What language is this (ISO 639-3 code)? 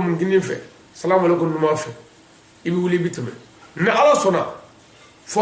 bam